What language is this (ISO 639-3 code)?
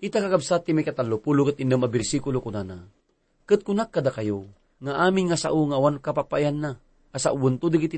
ilo